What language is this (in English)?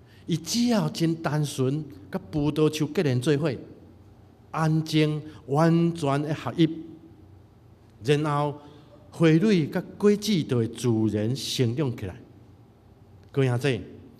Min Nan Chinese